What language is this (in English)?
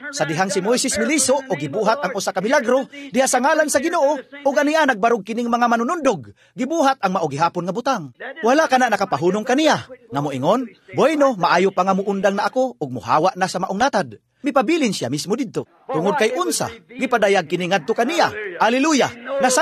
Cebuano